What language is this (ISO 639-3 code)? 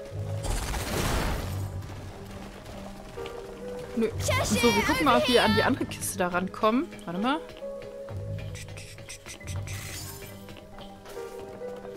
deu